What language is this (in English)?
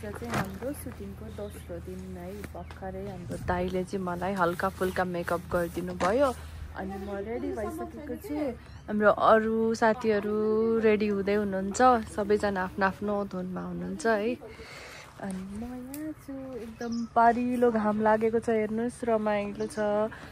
Nepali